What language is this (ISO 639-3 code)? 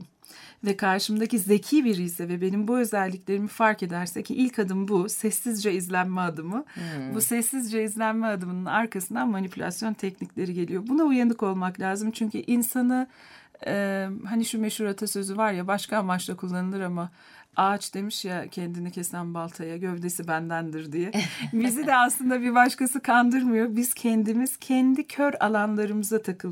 tur